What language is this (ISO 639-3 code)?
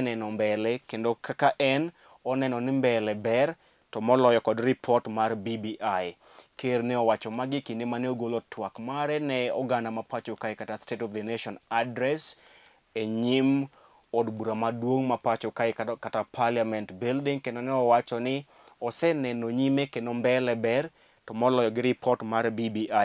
luo